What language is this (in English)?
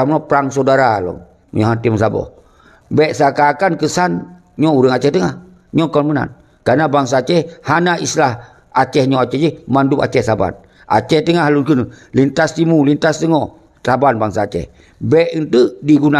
Achinese